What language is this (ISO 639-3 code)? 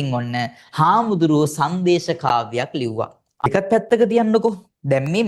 sin